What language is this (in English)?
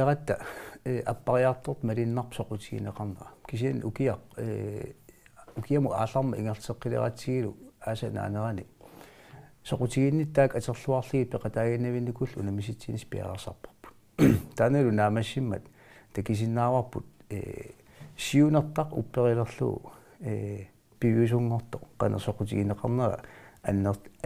Kalaallisut